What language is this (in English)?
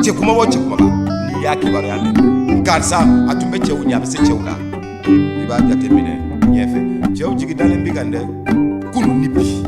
Bambara